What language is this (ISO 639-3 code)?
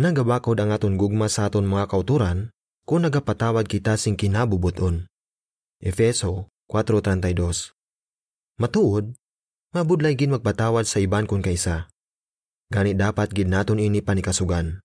hil